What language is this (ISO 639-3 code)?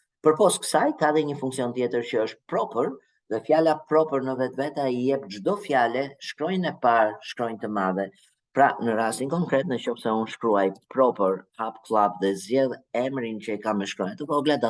sqi